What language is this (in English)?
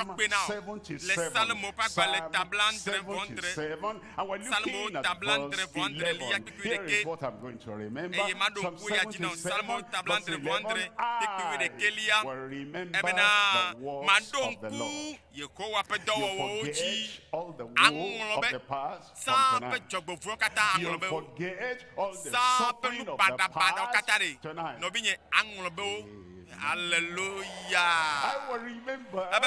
Ewe